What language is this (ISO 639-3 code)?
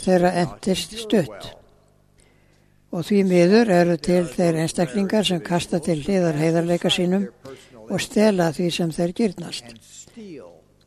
isl